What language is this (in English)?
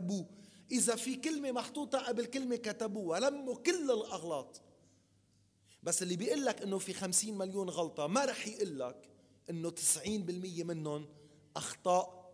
North Levantine Arabic